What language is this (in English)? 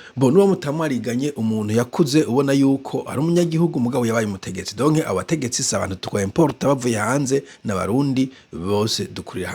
Rundi